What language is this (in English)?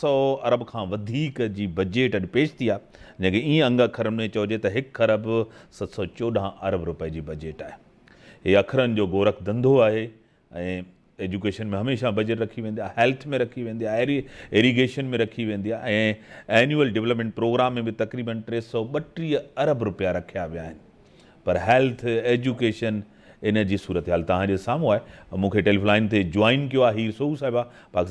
Sindhi